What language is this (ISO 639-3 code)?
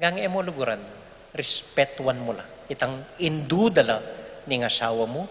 pam